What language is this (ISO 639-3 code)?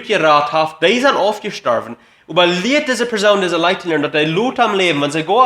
pdt